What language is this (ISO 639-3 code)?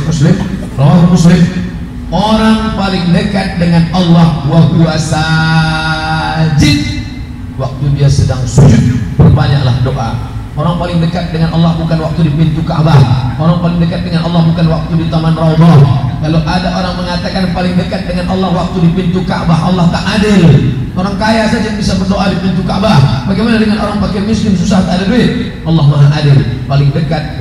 ind